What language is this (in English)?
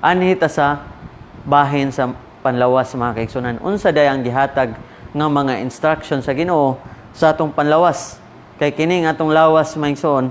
Cebuano